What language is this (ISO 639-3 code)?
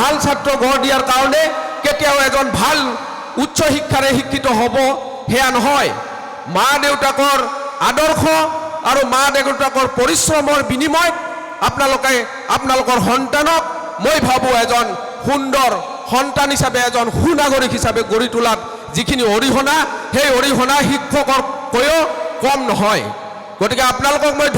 asm